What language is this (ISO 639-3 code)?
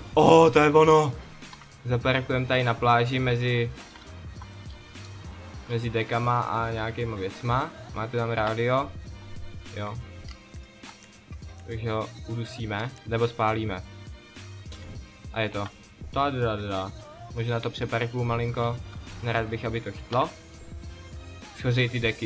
ces